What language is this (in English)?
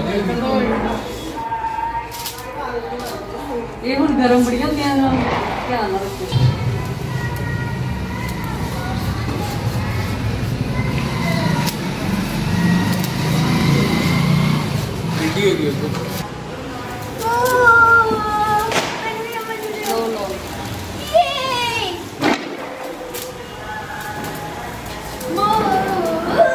Punjabi